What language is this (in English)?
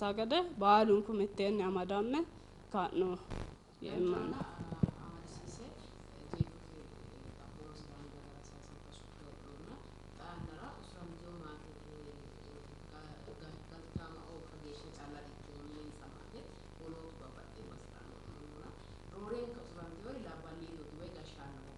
Sidamo